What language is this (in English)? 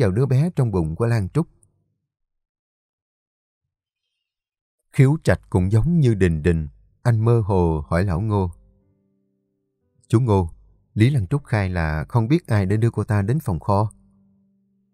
Vietnamese